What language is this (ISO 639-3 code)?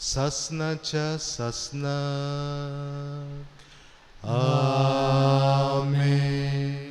kok